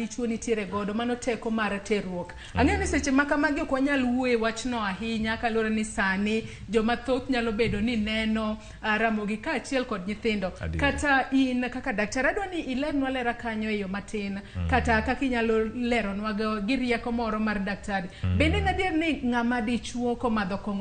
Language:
Luo (Kenya and Tanzania)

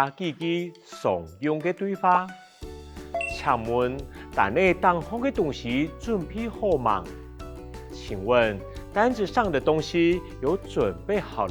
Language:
Hakka Chinese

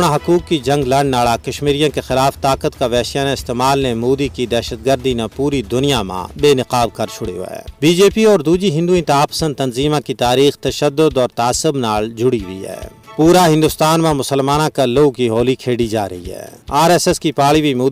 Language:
Gujari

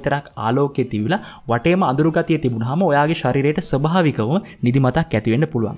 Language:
Sinhala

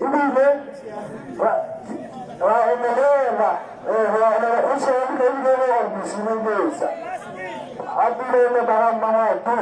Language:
Tswana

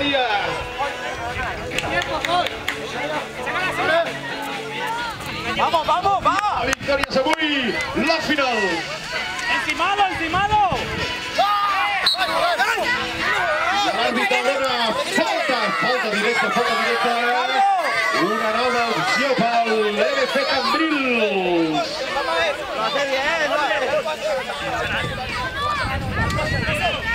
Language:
Catalan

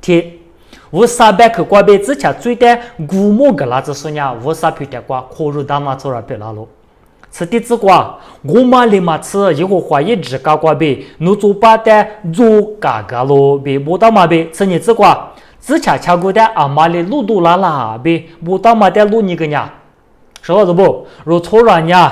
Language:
Lisu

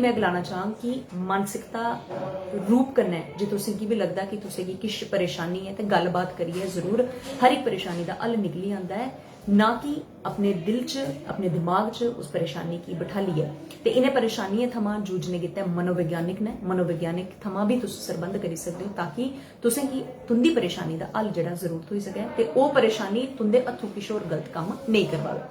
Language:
Dogri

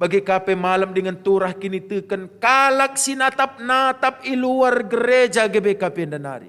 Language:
Batak Karo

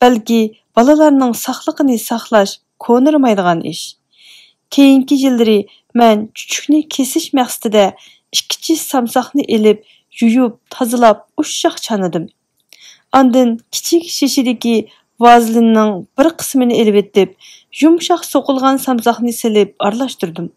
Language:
Uyghur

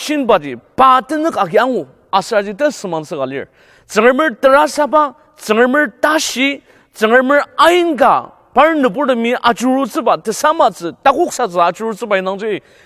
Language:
Ao Naga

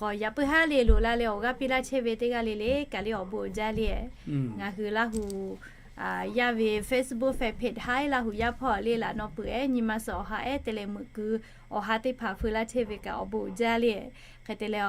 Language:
Lahu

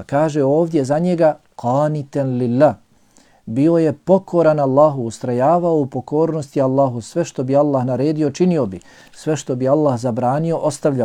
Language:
Bosnian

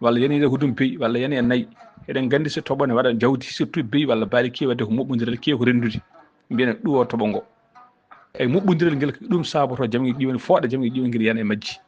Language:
Fula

